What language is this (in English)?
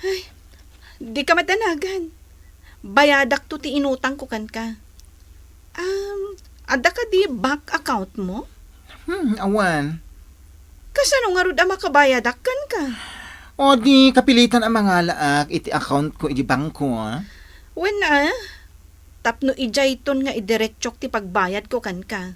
Iloko